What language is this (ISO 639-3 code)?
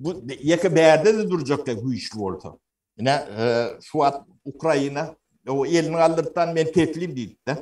tuk